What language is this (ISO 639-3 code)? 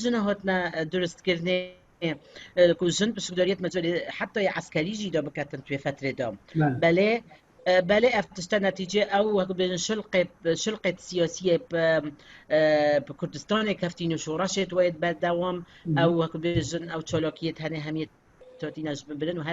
kur